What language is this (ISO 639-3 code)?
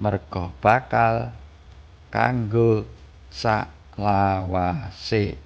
jav